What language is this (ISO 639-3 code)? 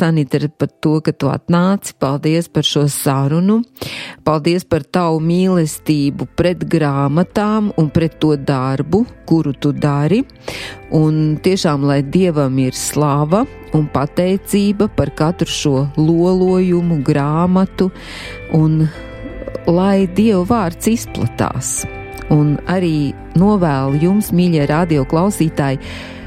lav